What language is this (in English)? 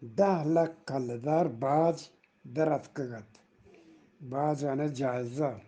Eastern Balochi